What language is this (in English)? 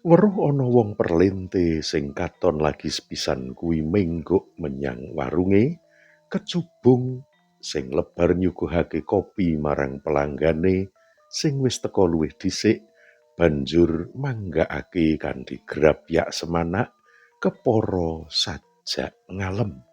Javanese